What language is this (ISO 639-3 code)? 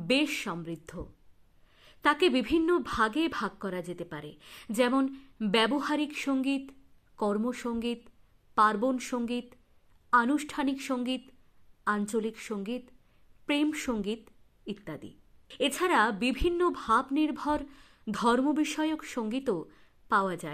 ben